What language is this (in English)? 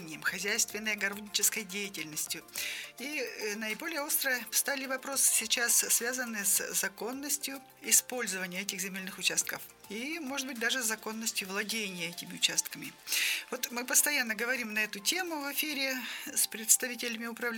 Russian